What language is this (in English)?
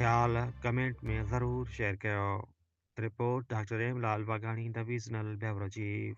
Sindhi